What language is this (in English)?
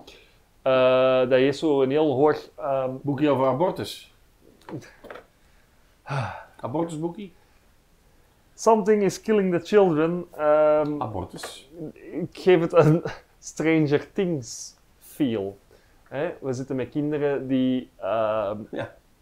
Dutch